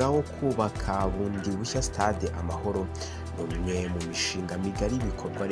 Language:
Kinyarwanda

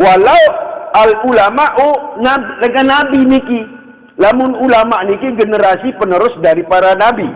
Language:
Sasak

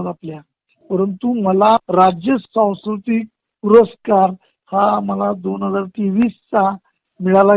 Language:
Marathi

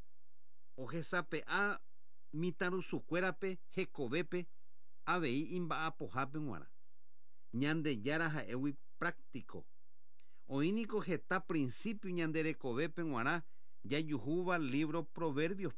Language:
Guarani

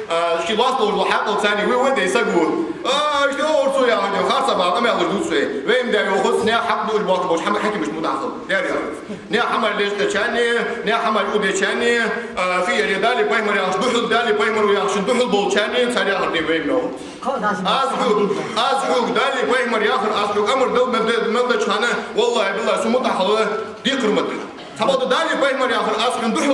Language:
Ingush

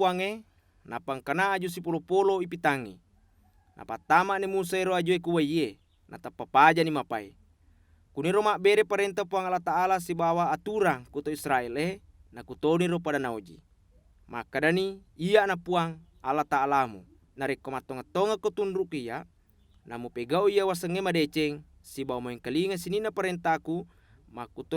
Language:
Buginese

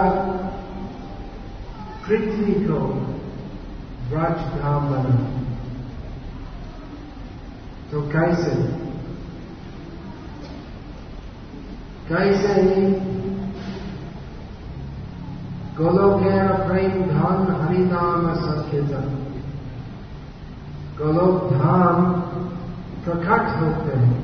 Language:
Hindi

